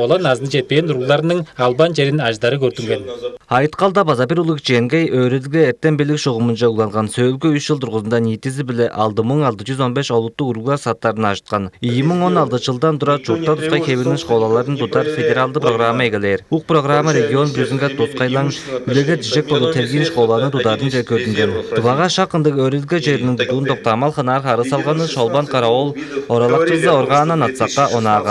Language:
Tuvinian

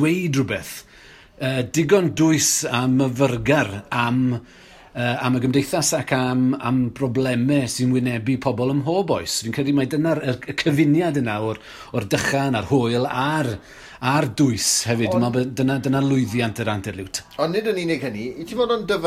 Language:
Welsh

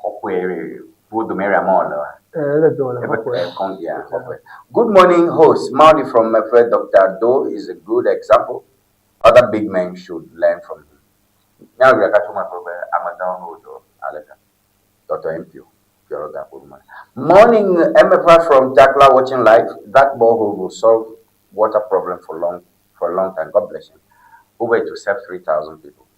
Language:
Ewe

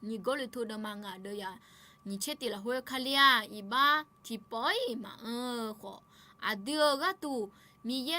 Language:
Akha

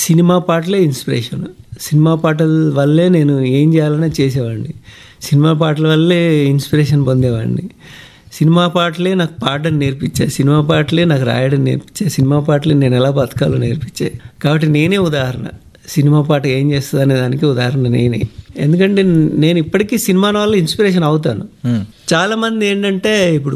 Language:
Telugu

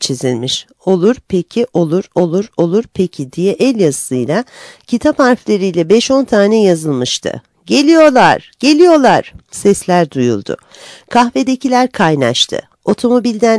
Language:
Turkish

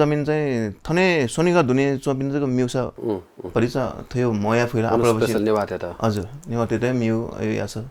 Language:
Newari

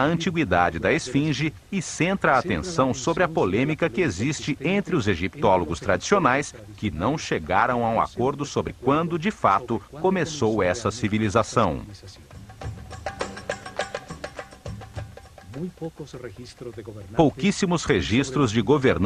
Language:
Portuguese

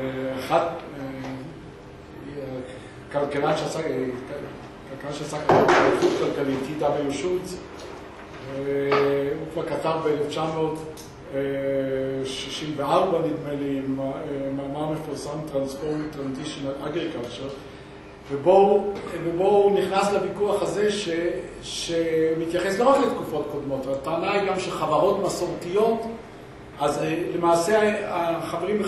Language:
Hebrew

